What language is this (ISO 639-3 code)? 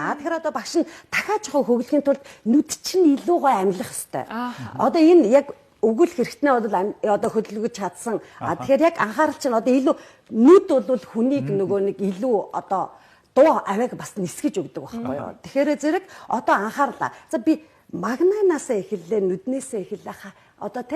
mon